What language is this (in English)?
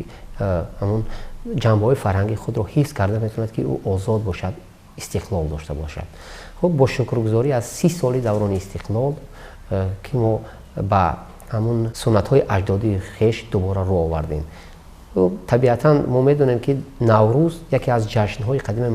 Tajik